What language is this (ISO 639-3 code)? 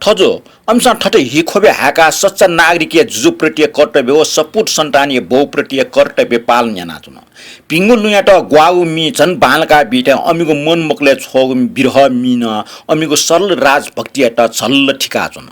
new